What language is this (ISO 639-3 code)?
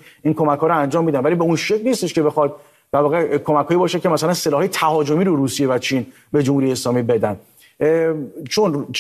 fas